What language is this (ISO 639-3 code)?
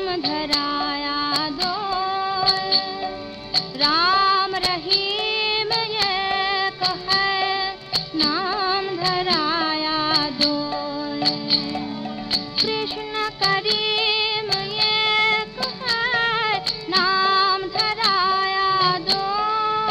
hin